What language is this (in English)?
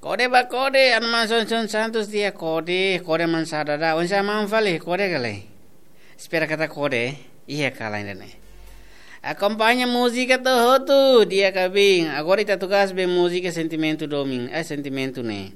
Tetum